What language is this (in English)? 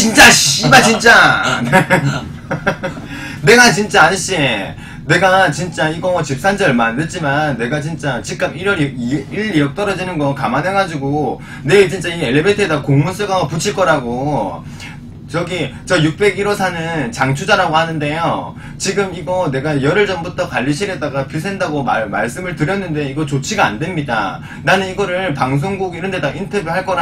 Korean